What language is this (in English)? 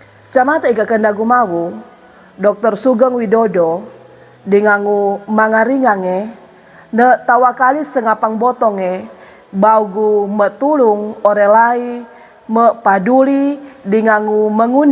Sangir